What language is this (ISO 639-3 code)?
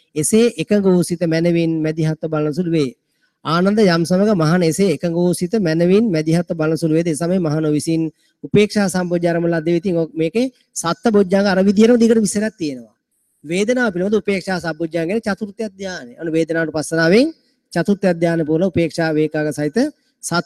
sin